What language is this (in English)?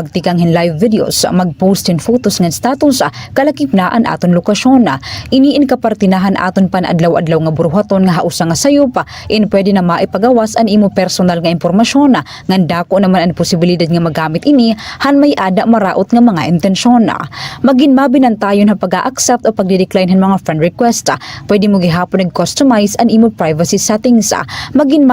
Waray